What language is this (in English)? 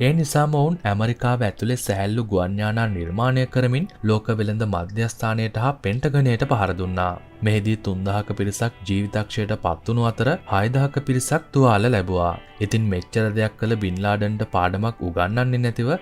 Sinhala